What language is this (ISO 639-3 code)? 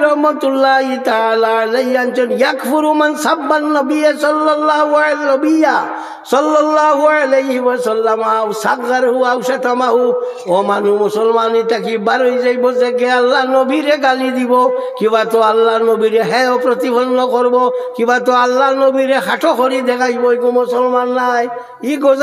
syl